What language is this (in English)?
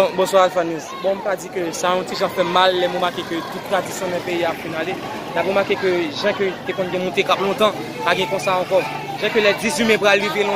Haitian Creole